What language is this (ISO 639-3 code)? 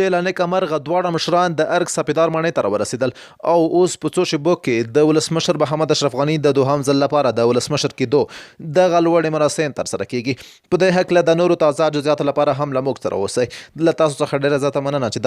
pus